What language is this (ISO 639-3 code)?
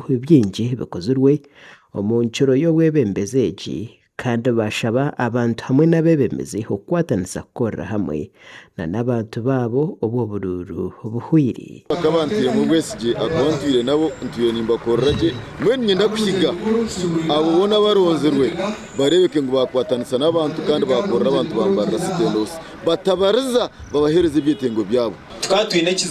nyn